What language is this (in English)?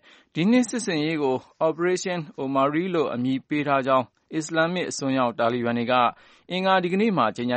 Burmese